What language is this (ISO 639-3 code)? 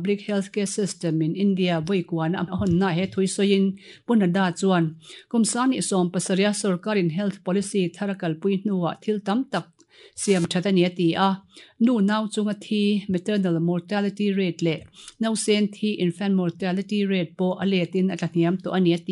lus